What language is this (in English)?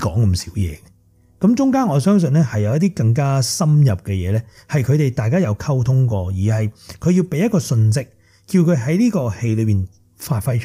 Cantonese